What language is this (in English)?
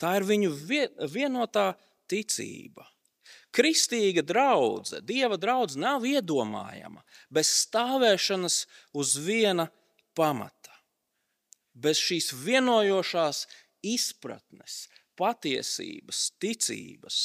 Latvian